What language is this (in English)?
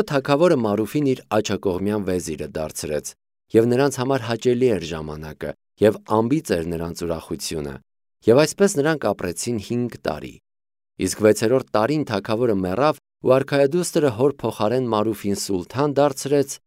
Armenian